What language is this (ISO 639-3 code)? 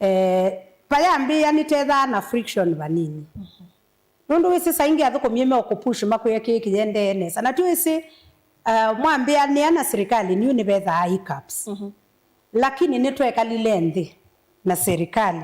kam